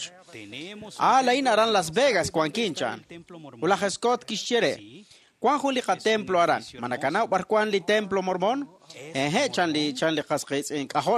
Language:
Kekchí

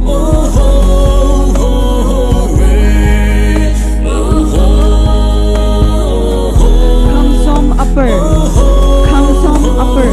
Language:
Poumei Naga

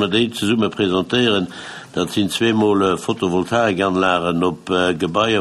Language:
Luxembourgish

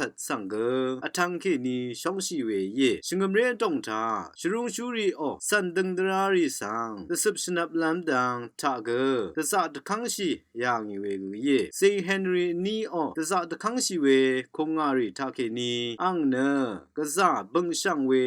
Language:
Rawang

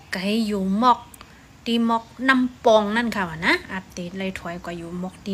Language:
Shan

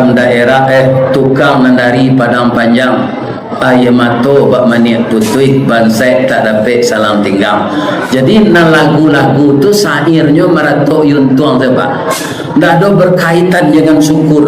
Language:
Minangkabau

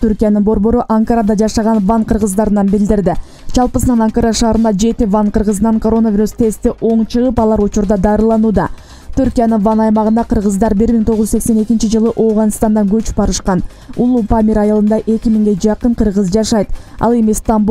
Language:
Kyrgyz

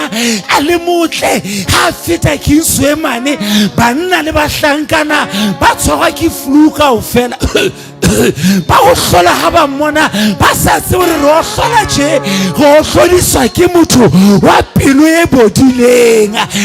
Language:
Southern Sotho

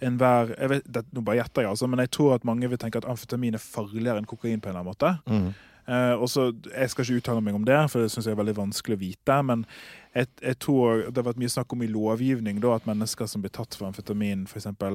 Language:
Norwegian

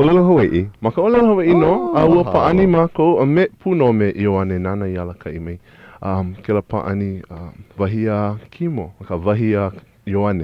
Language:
Hawaiian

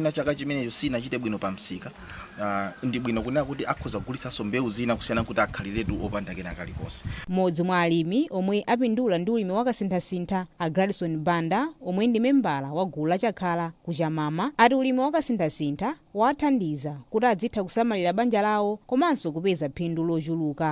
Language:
Nyanja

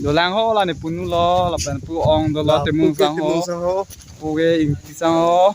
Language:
Karbi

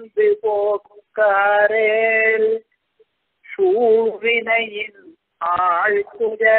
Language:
Tamil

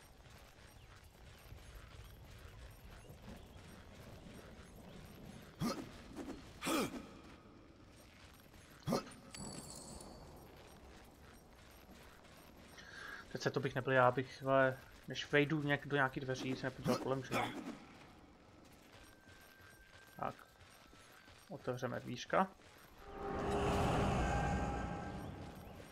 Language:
Czech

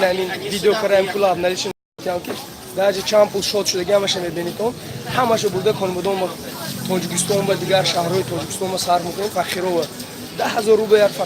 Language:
Tajik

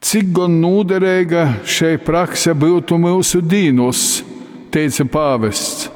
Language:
Latgalian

